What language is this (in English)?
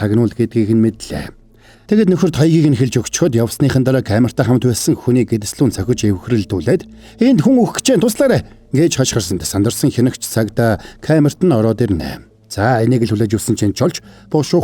Mongolian